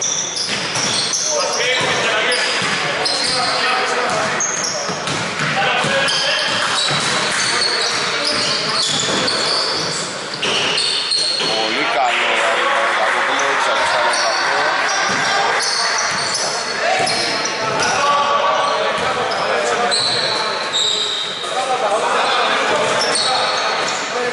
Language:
Greek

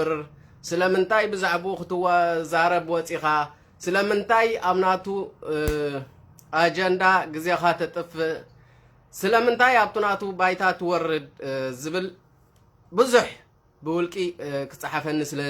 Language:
Tigrinya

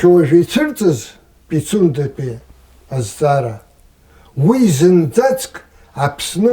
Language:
Abkhazian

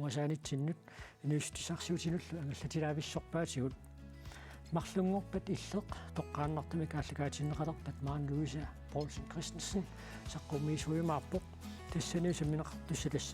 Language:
Kalaallisut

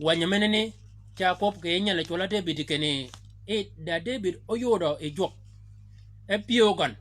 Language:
Shilluk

